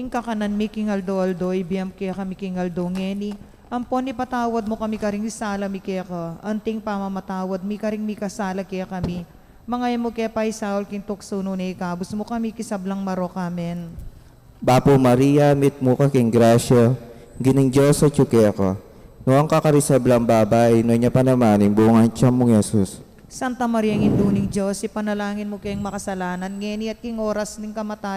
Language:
Pampanga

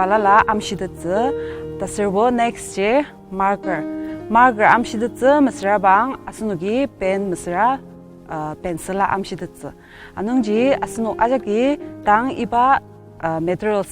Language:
Ao Naga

